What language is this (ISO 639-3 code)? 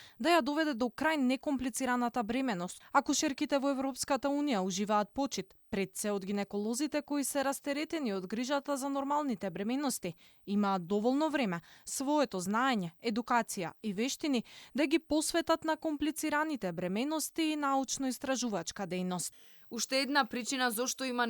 mkd